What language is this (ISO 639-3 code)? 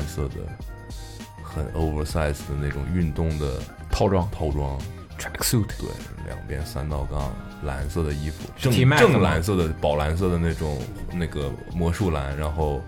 zho